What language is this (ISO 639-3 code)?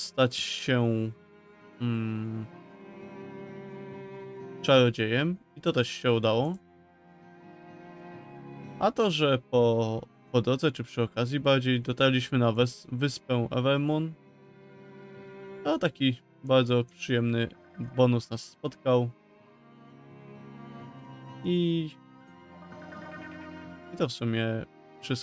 pol